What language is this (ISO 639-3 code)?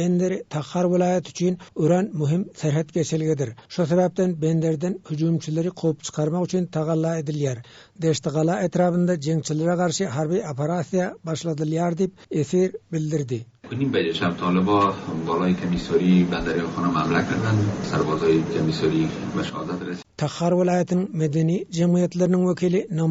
tuk